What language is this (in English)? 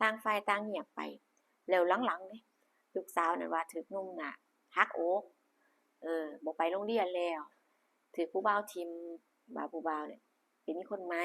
Lao